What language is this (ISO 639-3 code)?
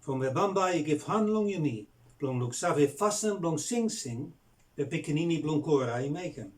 bis